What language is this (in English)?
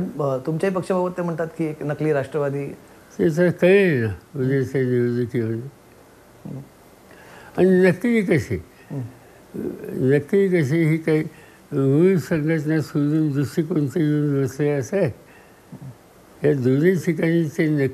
Marathi